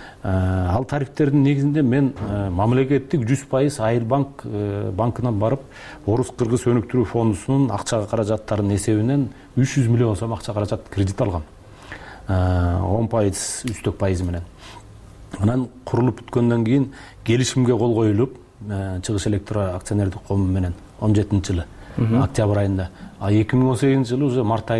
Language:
Kyrgyz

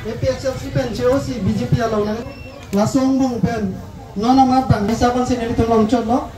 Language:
Karbi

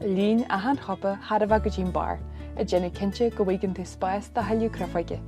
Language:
Irish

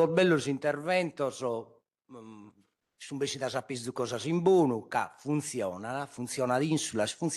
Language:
Sardinian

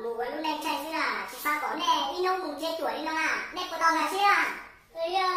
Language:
Hmong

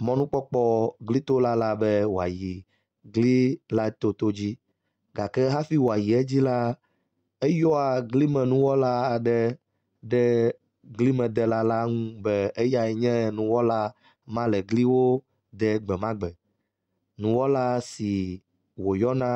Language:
Ewe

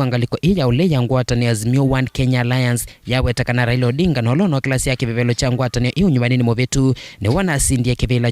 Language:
Kamba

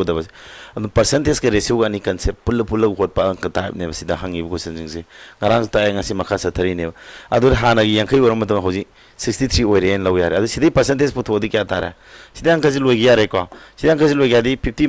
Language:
Manipuri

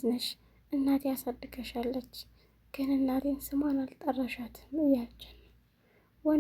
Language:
Amharic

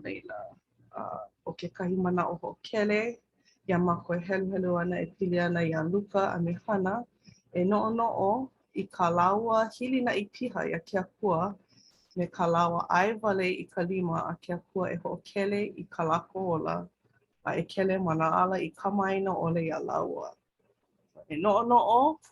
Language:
Hawaiian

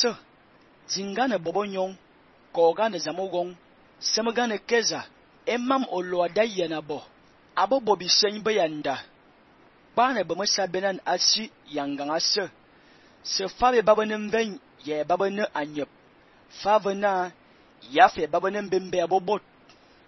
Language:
Fang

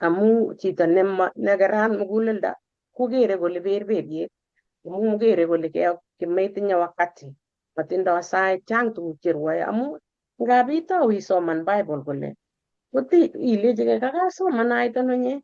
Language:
Kalenjin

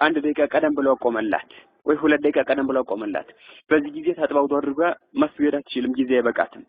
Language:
Amharic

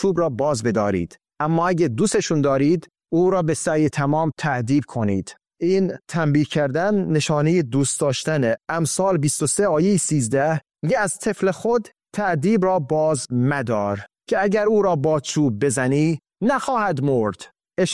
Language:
Persian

